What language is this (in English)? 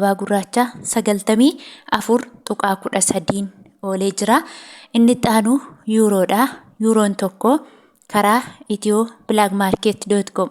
Oromo